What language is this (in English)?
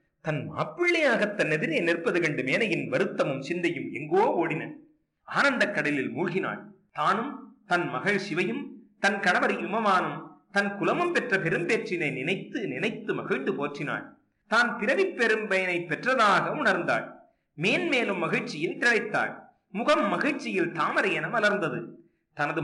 Tamil